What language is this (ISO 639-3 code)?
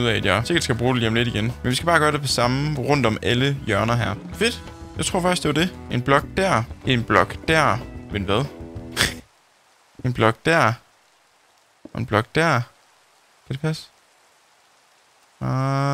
dan